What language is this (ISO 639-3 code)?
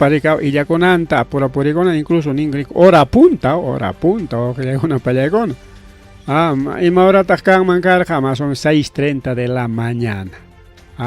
quy